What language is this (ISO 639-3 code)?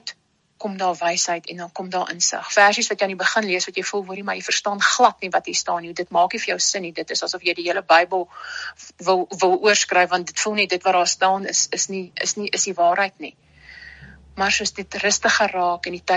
afr